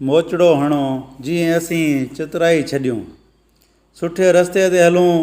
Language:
Sindhi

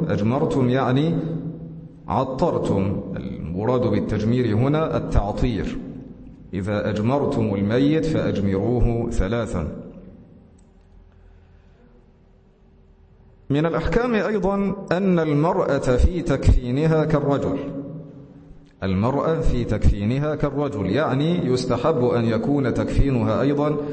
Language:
Arabic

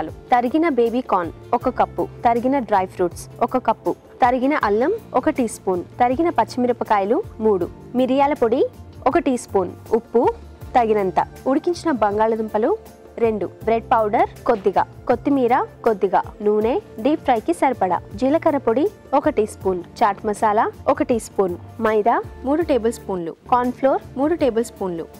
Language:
Telugu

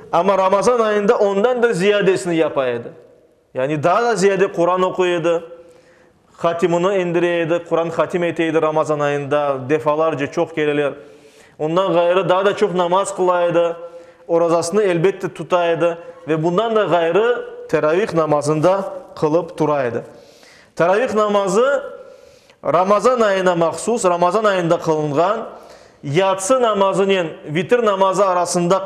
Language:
Crimean Tatar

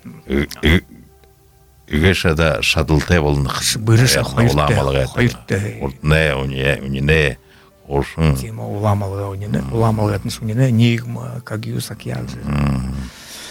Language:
Buriat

